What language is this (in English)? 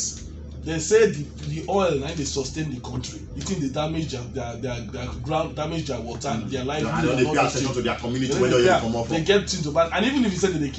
Nigerian Pidgin